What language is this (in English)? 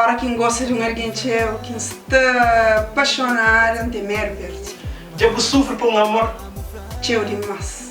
Kabuverdianu